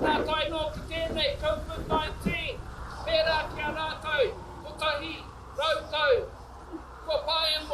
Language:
Māori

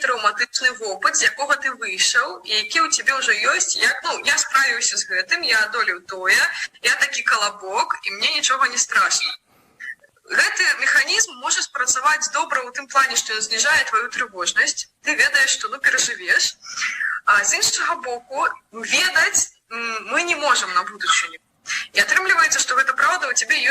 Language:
Belarusian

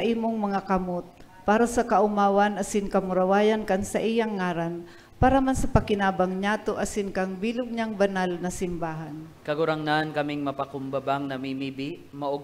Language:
Bikol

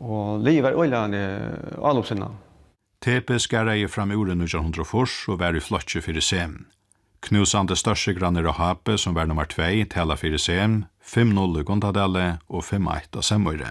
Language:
Faroese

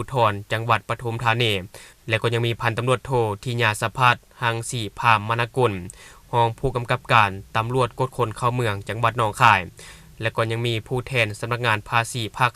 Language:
Lao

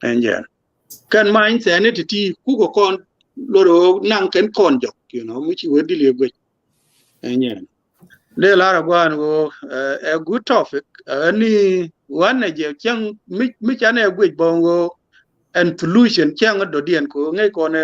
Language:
Nuer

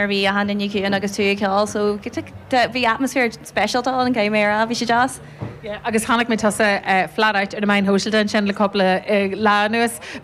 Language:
Irish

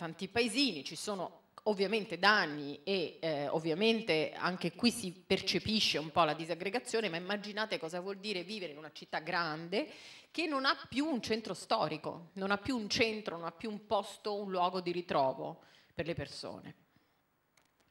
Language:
Italian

